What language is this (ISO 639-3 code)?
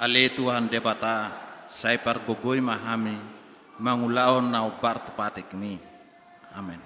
bbc